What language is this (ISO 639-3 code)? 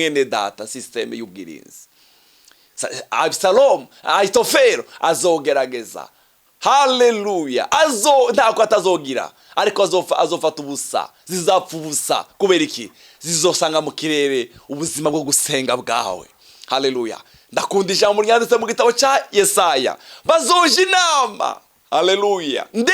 run